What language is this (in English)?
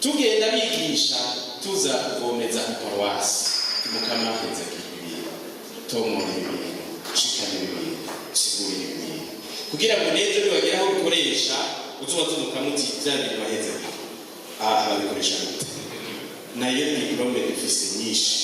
Rundi